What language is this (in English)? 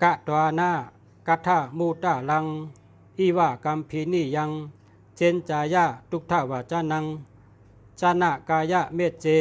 Shan